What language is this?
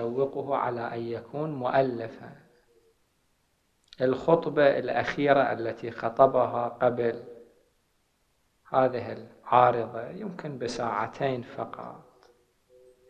Arabic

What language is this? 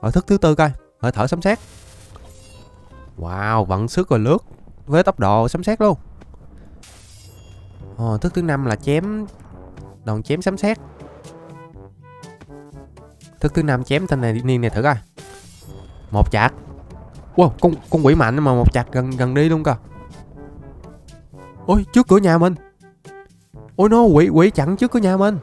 Vietnamese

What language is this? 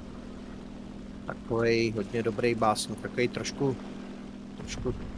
Czech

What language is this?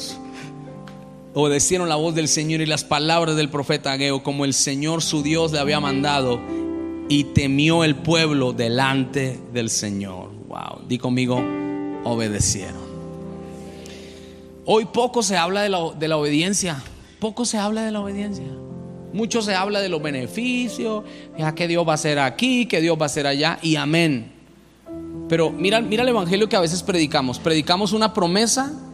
Spanish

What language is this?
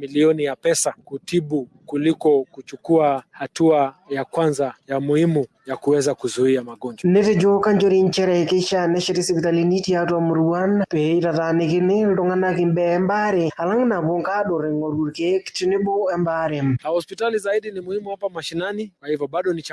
Masai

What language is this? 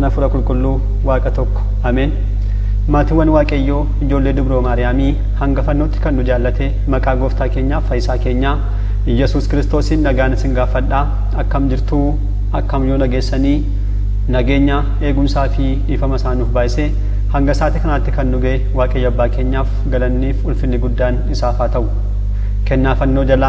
Oromo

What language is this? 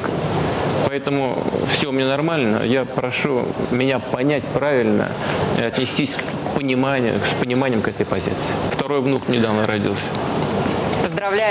Russian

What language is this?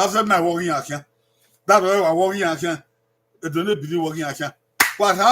Bini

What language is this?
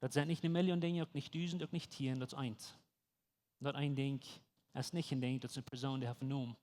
Plautdietsch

